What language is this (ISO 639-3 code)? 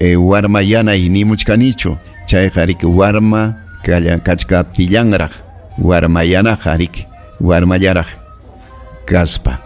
quy